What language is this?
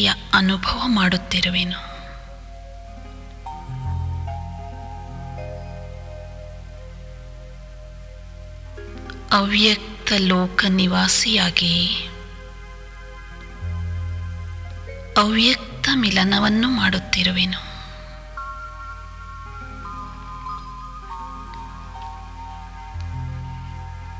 Kannada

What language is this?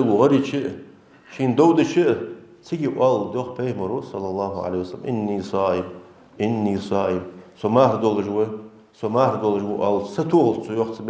Ingush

